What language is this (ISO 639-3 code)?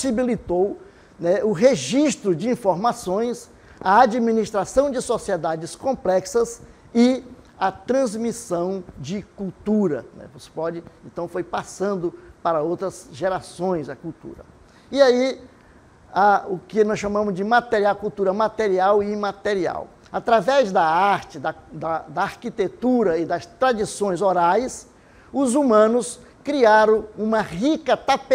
por